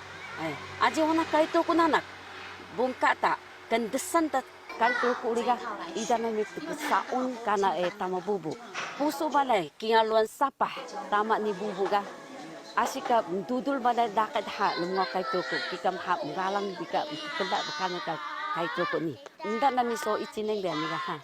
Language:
Taroko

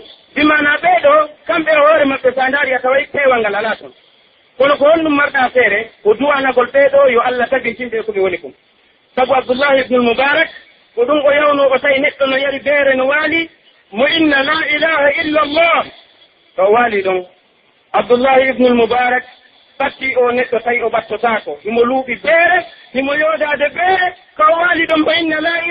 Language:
Pular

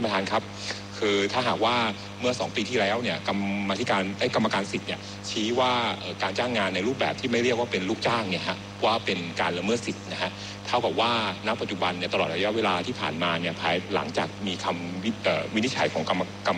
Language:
Thai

